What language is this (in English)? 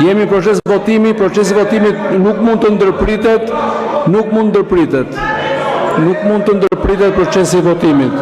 Albanian